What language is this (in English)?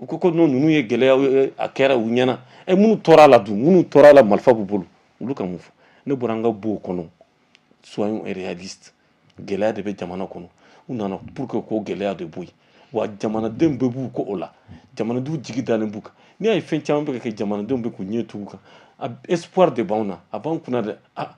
Bambara